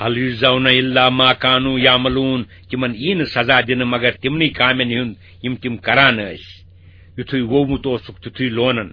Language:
Kashmiri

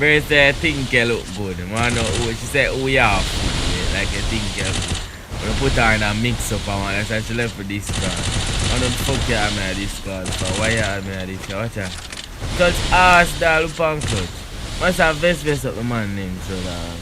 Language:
Jamaican Creole English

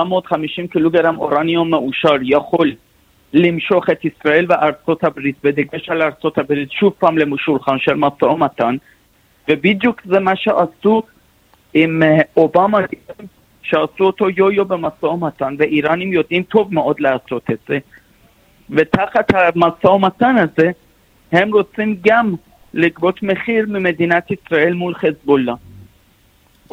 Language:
Hebrew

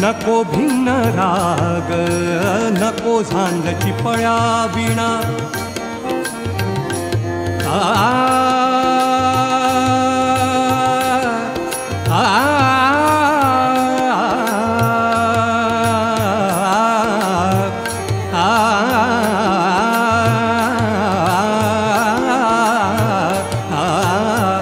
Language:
Marathi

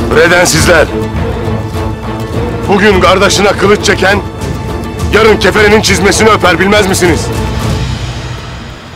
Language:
Turkish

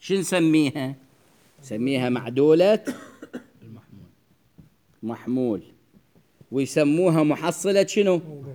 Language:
Mesopotamian Arabic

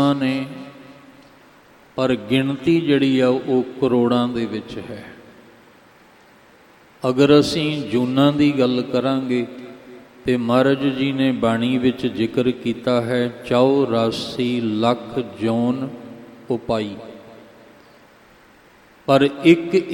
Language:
Punjabi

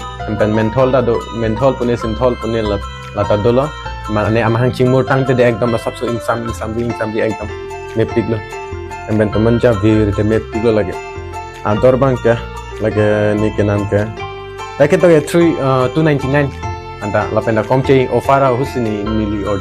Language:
Karbi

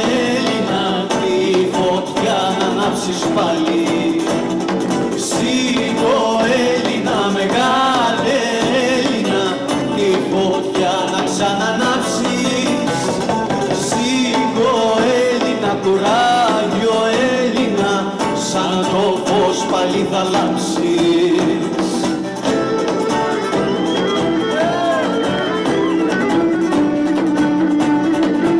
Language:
Greek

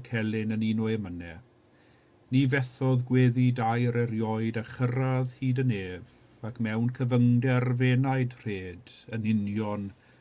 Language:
Welsh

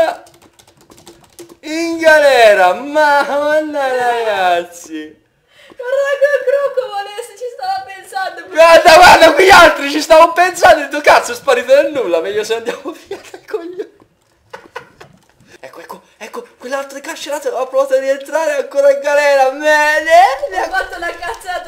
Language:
Italian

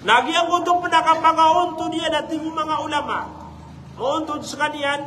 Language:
Maranao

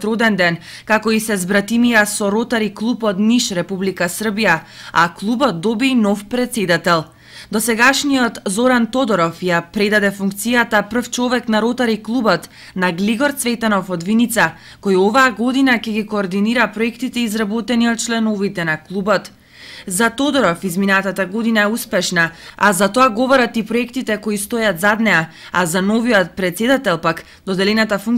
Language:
Macedonian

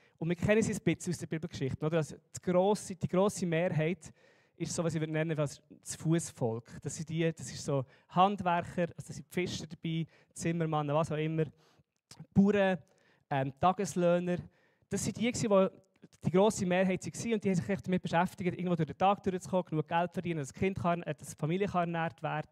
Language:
Swiss German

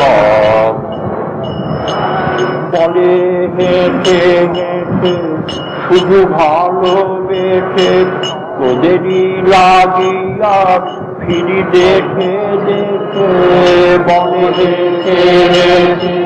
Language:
Bangla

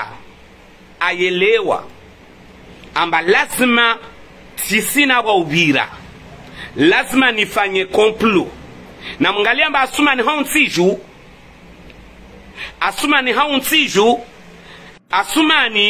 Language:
Swahili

